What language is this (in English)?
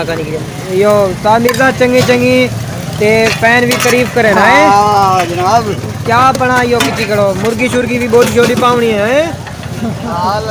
Saraiki